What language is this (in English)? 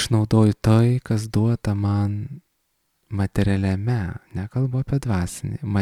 Lithuanian